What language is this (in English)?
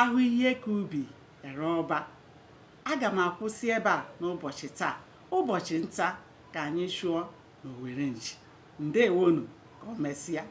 Igbo